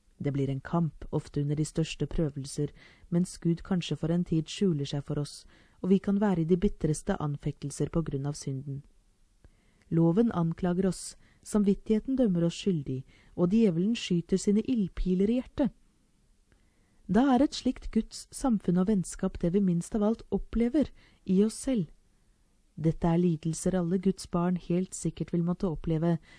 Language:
Norwegian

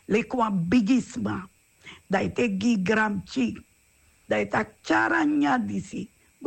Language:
Sranan Tongo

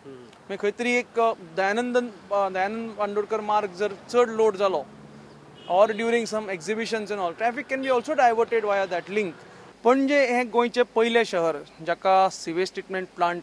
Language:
Konkani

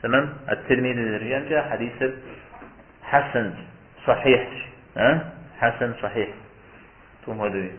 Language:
Kabardian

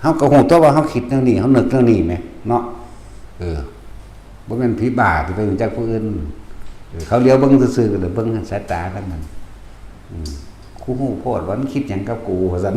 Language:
Northeastern Thai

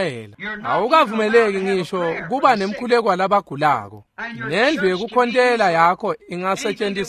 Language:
Swati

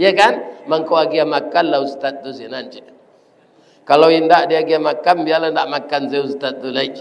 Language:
Minangkabau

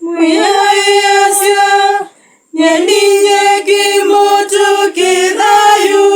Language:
Kamba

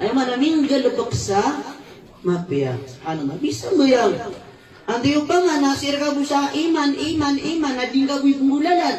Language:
Maranao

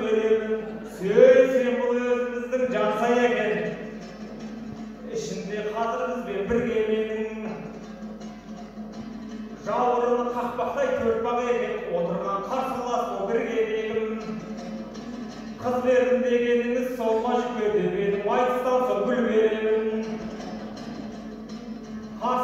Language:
Kazakh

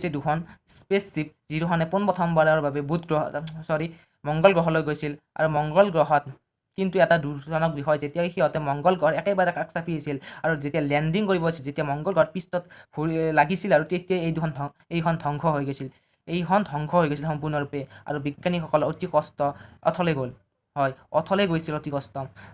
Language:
Assamese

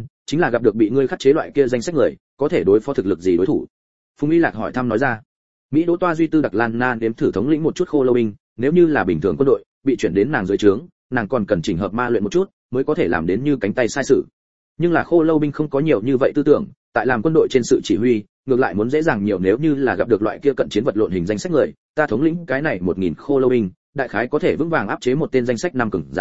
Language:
Vietnamese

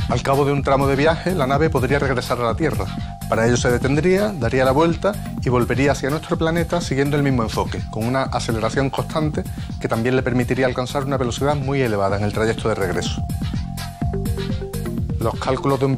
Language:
Spanish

